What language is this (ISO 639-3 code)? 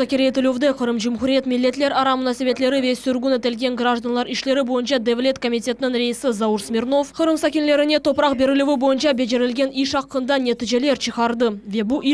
crh